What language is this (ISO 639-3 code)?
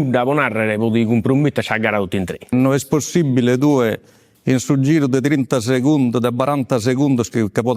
srd